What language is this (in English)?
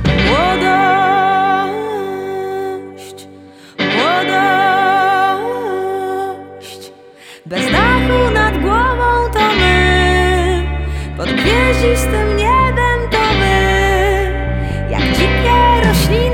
Polish